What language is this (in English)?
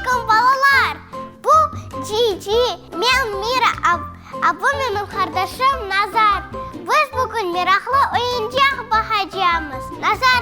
Crimean Tatar